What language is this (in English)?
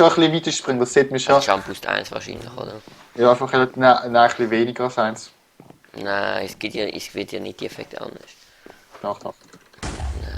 Swiss German